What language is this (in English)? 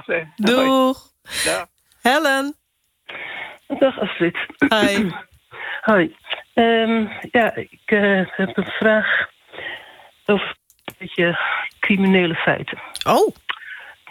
Dutch